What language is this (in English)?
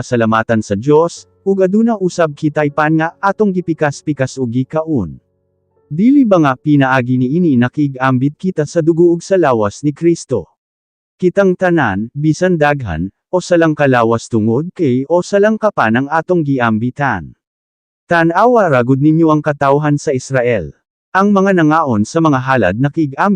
Cebuano